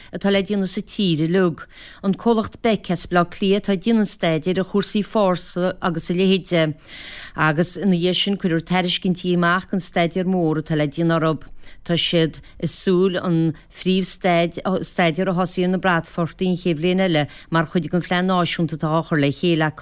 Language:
Irish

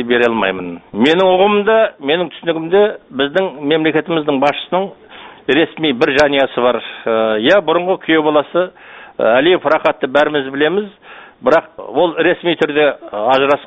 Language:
Kazakh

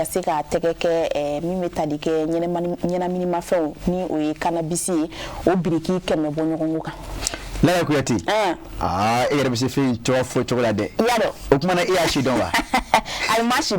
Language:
Bambara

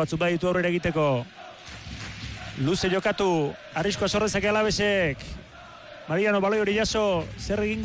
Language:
Basque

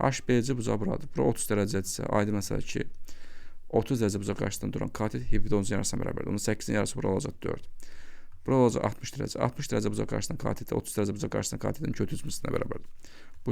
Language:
Azerbaijani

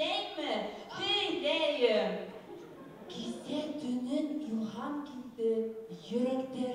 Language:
Bashkir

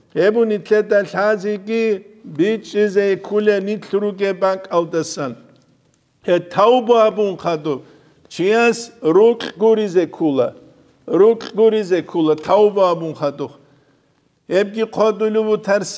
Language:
Avaric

